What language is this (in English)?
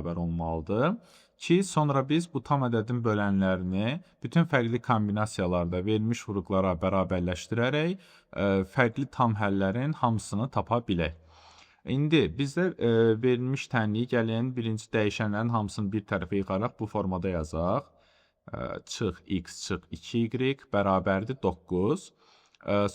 Azerbaijani